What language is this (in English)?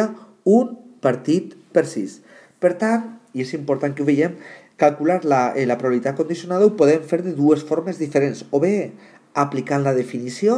Catalan